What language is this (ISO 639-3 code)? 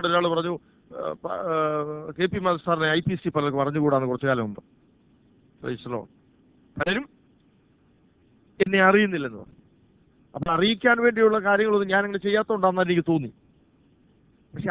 mal